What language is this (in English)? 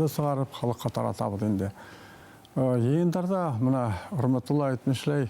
Bashkir